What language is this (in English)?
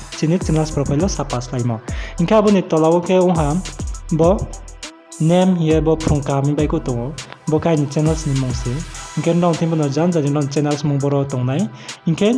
Riang (India)